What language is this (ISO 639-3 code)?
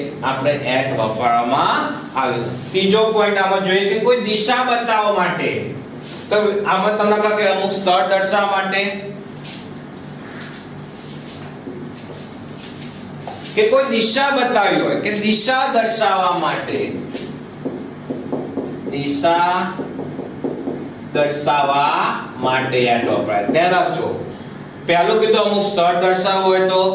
guj